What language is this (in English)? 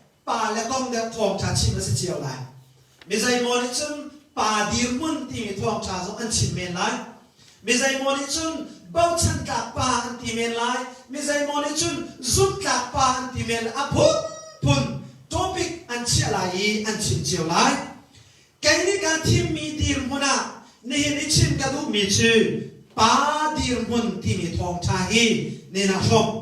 Hakha Chin